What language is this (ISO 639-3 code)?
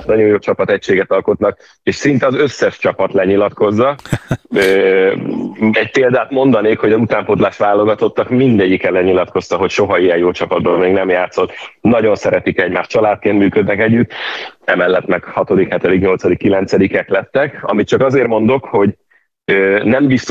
hun